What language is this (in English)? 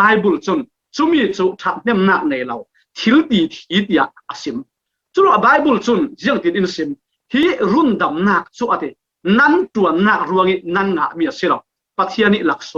Falam Chin